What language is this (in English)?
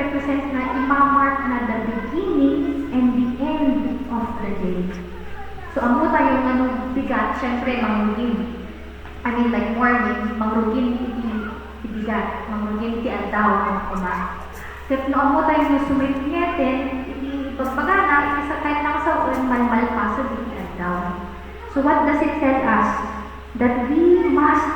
Iloko